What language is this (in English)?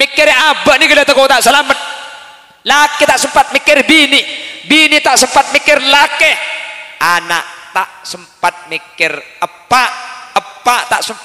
Madurese